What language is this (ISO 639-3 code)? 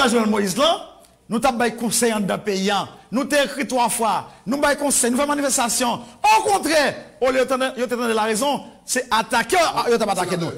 hat